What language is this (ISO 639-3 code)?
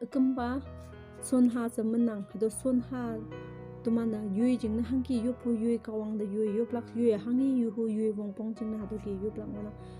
nbe